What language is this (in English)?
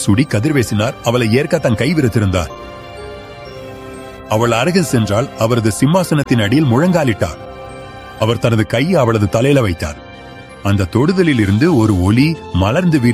Tamil